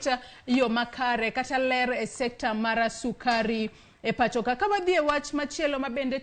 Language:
Luo (Kenya and Tanzania)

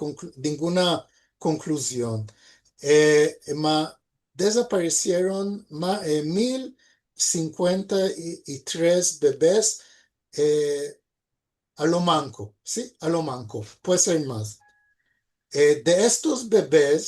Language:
Ladino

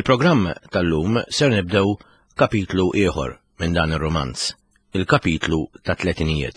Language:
Maltese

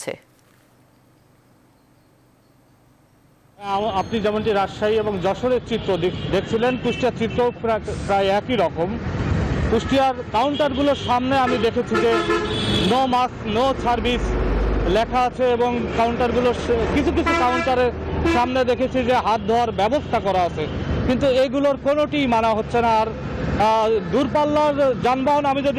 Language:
Bangla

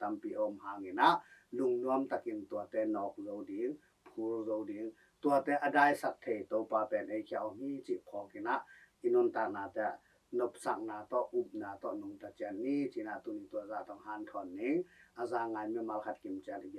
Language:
Tedim Chin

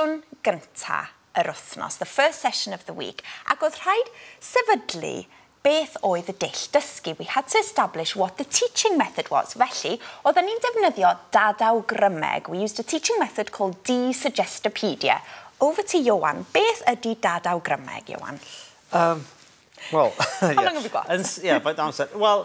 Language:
Welsh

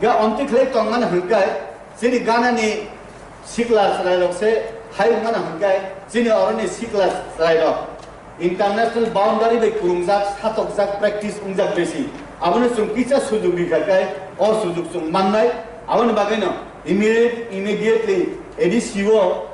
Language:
Riang (India)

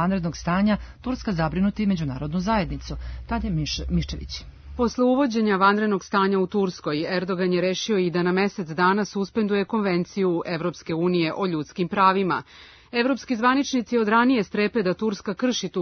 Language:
Serbian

